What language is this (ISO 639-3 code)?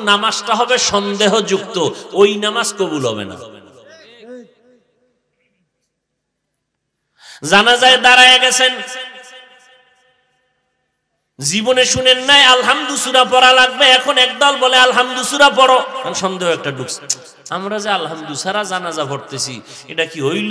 ben